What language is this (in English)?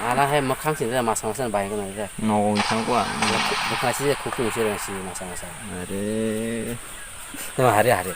Kok Borok